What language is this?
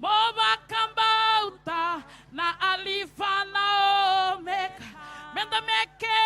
Fijian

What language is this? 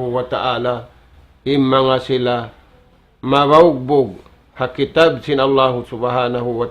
Tausug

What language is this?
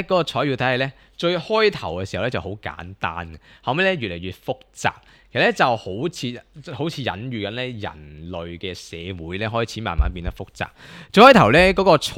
Cantonese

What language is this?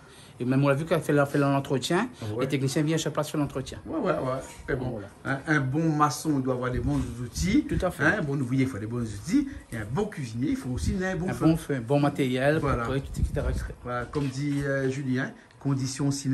Réunion Creole French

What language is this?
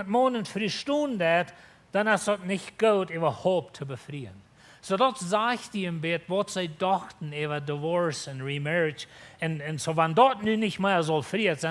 Plautdietsch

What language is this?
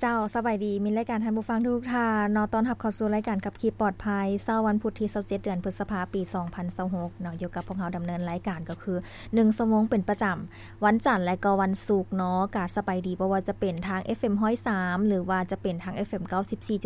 Lao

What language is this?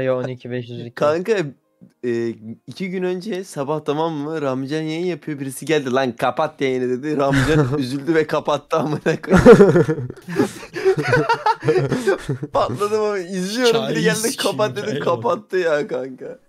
Turkish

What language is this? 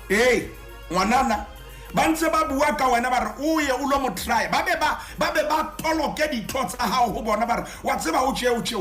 Southern Sotho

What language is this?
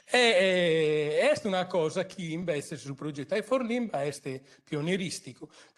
Sardinian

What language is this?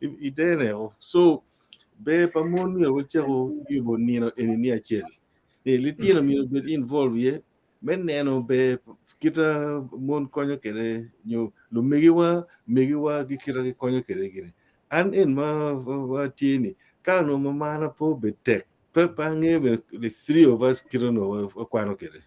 Acoli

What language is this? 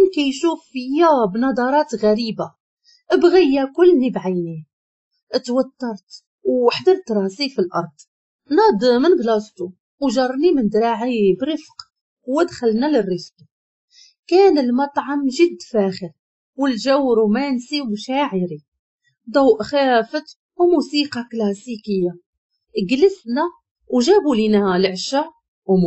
Moroccan Arabic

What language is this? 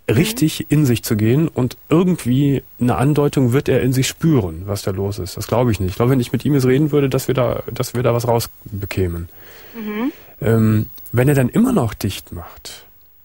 German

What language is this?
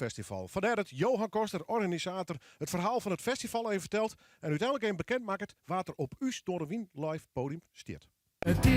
Western Frisian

